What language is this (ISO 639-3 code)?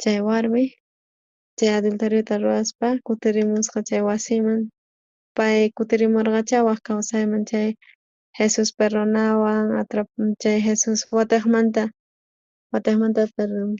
quh